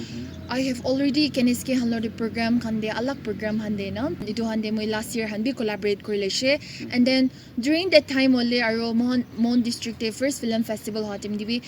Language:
Naga Pidgin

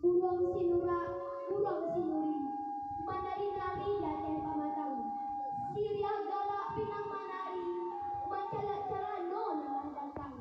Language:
Minangkabau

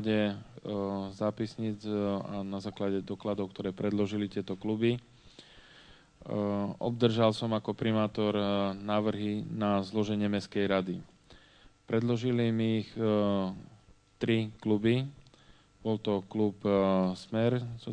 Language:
Slovak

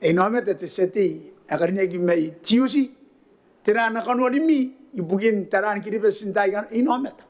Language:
Gilbertese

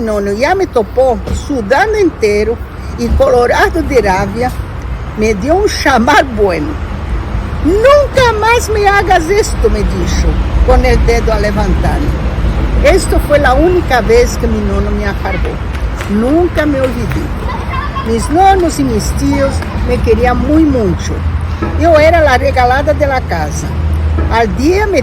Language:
Ladino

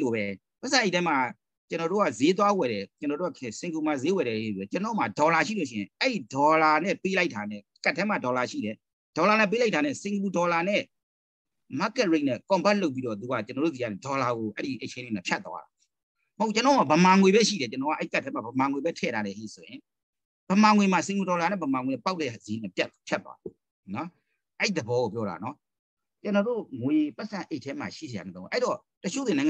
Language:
Burmese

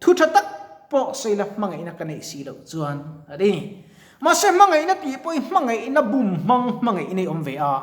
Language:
Mizo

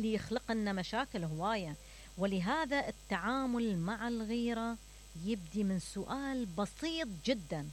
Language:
Mesopotamian Arabic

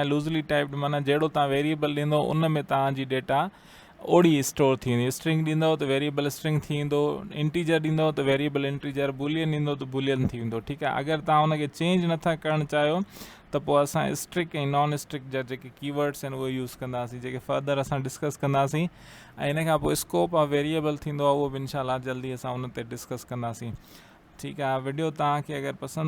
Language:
Sindhi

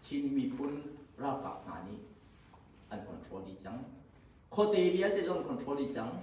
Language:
Hakha Chin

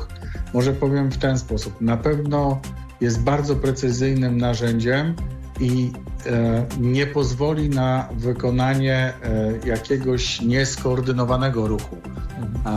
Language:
Polish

